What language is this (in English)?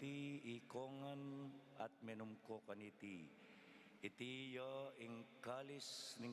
Pampanga